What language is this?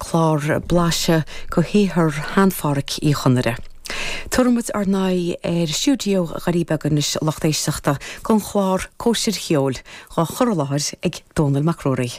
Irish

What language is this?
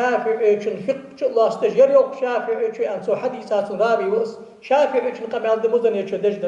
Ingush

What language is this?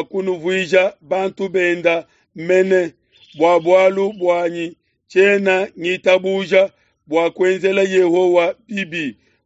Luba-Lulua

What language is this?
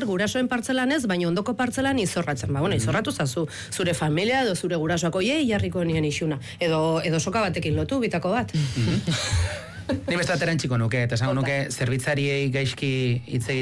Basque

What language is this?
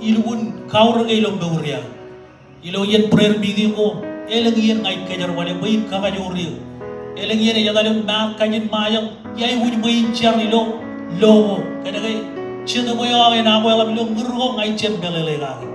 Marshallese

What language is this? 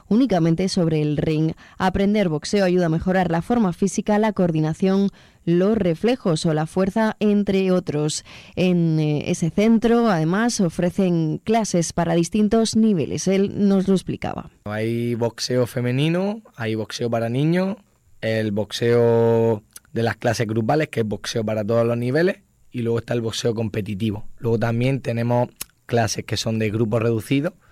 Spanish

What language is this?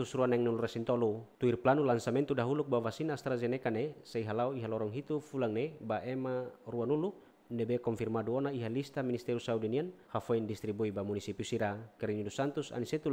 Tetum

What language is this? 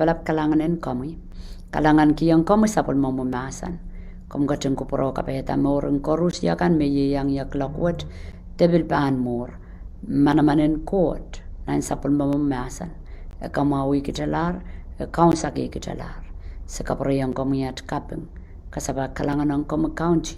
Pohnpeian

